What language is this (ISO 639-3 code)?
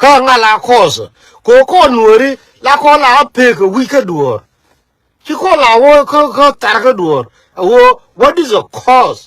nus